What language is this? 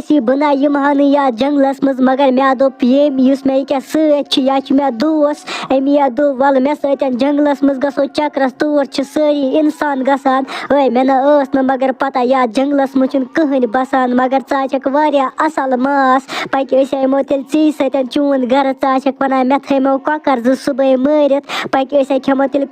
Kashmiri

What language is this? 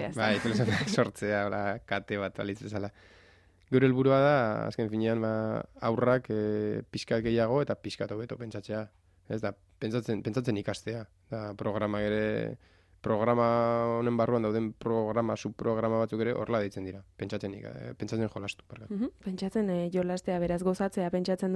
Basque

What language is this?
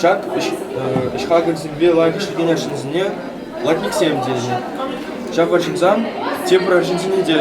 Chuvash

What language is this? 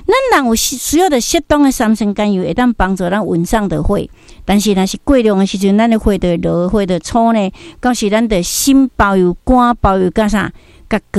Min Nan Chinese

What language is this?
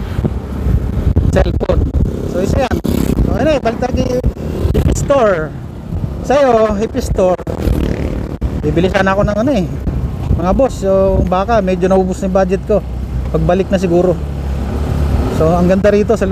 Filipino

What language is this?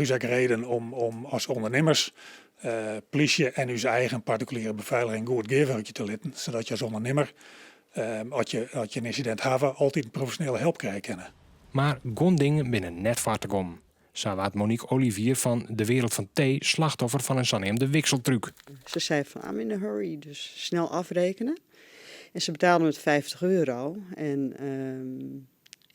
Western Frisian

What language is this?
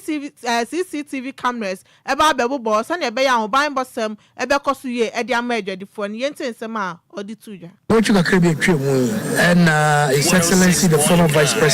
Akan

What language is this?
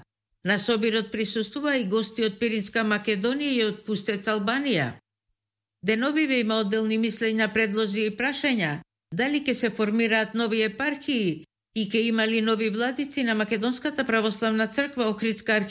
Macedonian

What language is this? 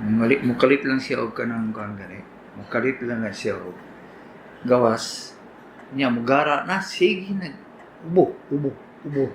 Cebuano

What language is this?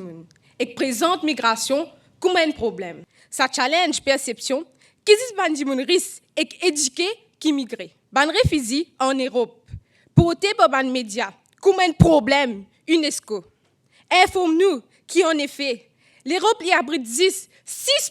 Morisyen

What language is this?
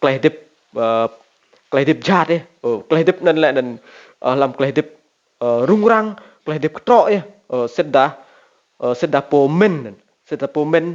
Rade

